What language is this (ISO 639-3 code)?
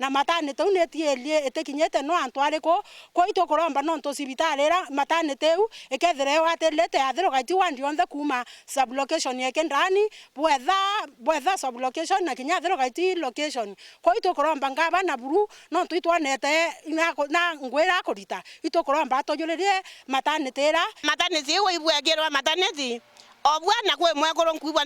mer